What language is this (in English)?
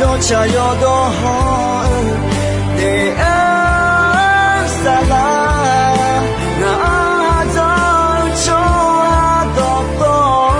Akha